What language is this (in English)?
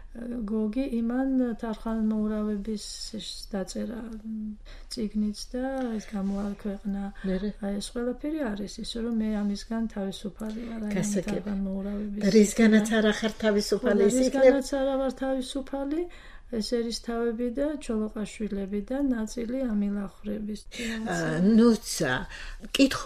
Georgian